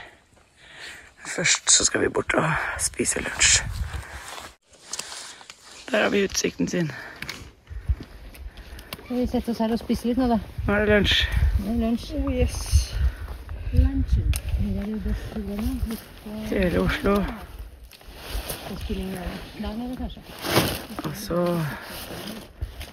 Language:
Norwegian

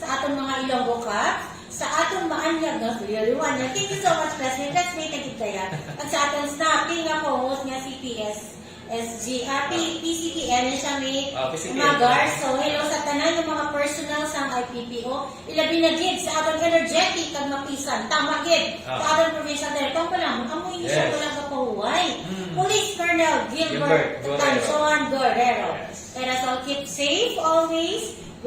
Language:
Hiligaynon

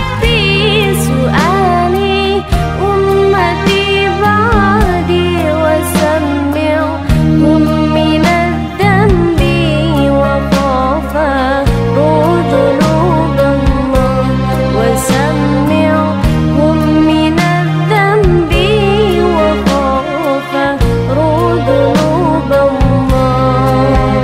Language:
Arabic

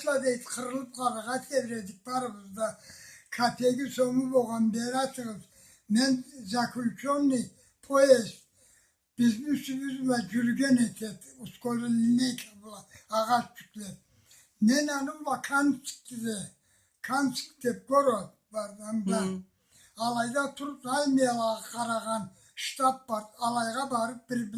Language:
Karachay-Balkar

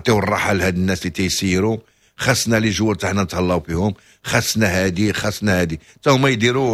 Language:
Moroccan Arabic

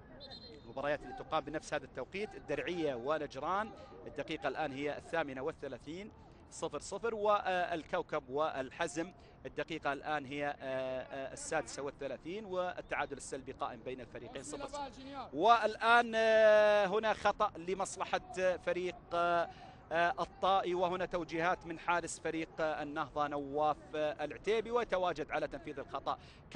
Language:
Arabic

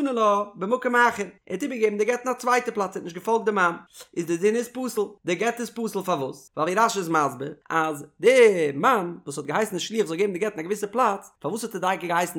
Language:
Yiddish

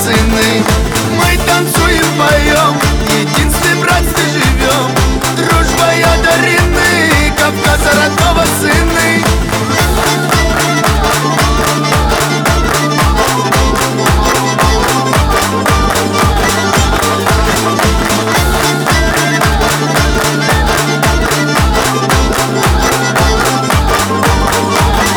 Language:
Russian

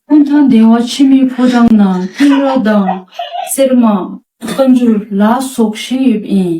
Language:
Dzongkha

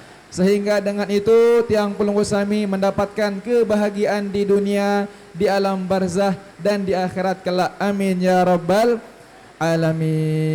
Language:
Sasak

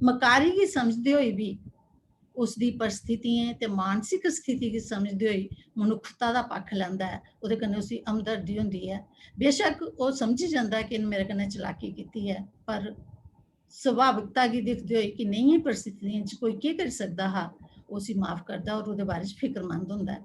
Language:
Dogri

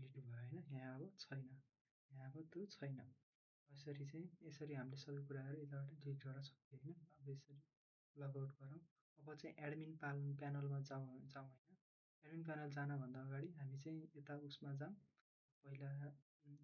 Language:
Nepali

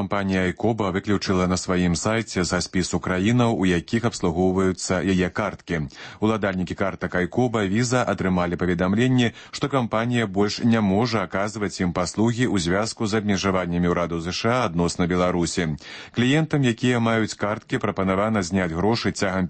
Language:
Belarusian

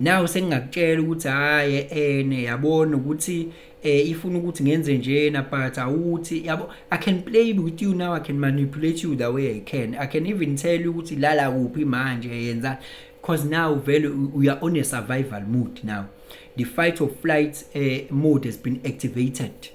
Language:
Zulu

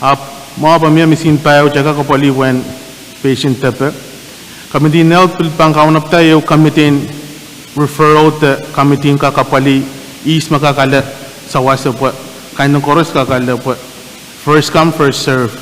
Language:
Pohnpeian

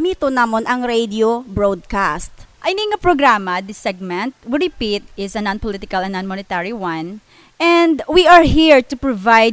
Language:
Hiligaynon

